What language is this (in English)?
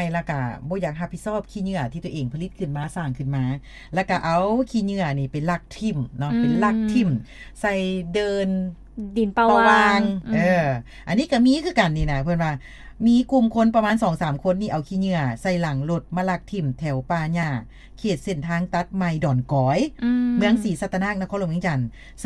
Lao